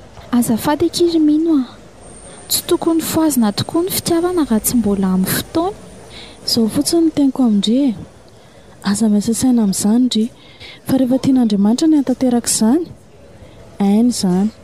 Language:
Malagasy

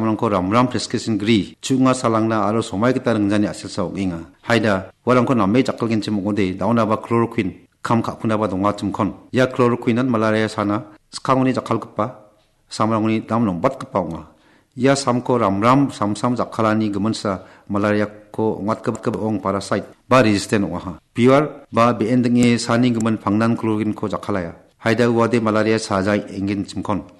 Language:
Garo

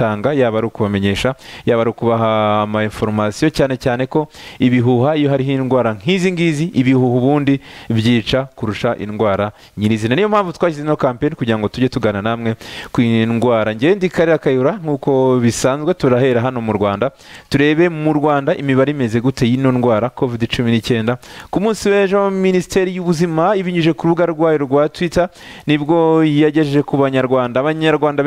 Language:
Kinyarwanda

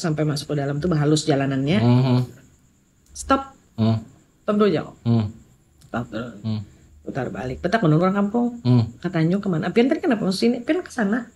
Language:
Banjar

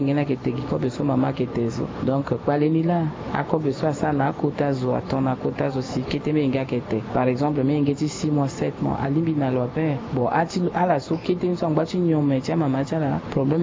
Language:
Sango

